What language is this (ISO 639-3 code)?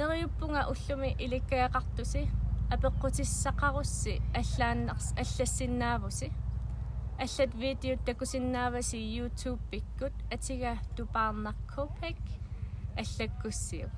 kal